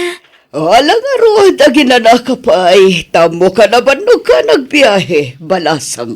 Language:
Iloko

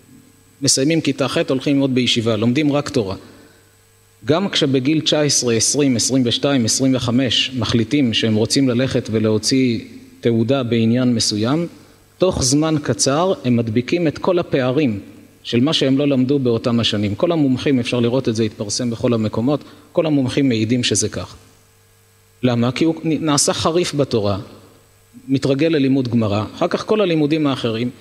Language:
Hebrew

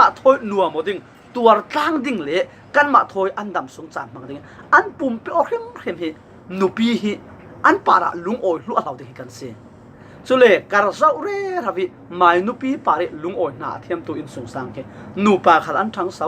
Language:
Falam Chin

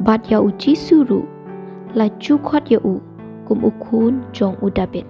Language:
Khasi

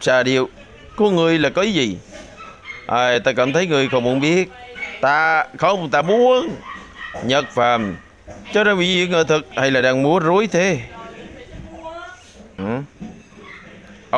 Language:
Vietnamese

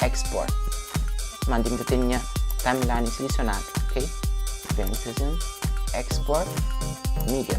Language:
Kabuverdianu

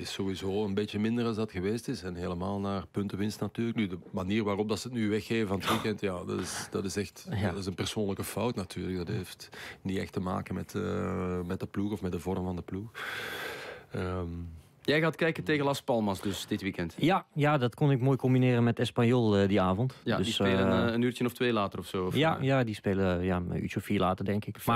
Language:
Dutch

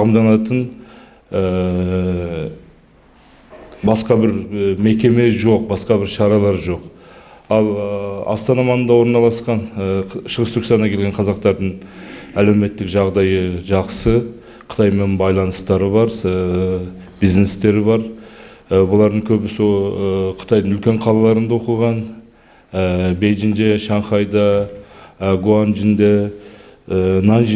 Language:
Kazakh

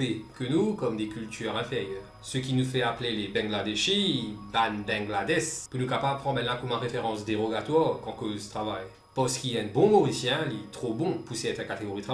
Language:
Morisyen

